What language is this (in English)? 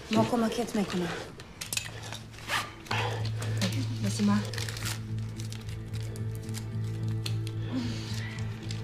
Norwegian